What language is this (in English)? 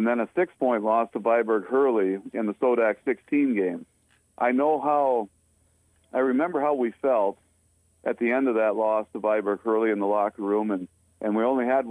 English